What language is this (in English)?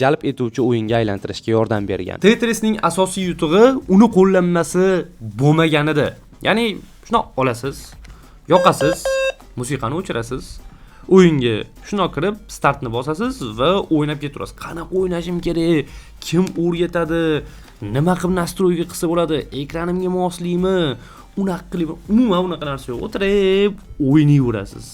Uzbek